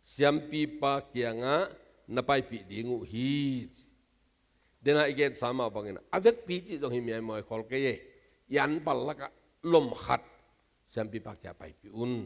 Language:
Tedim Chin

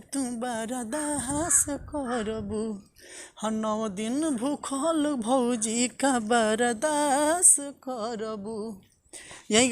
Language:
Bhojpuri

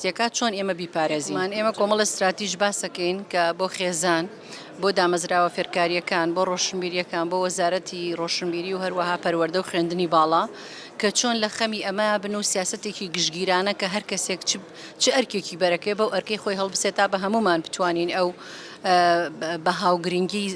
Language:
Central Kurdish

